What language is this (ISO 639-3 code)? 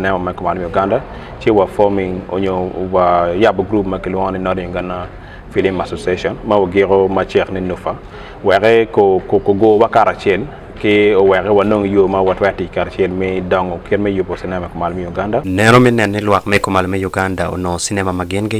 ach